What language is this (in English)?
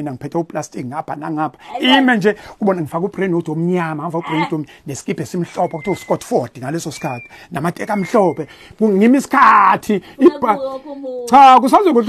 Zulu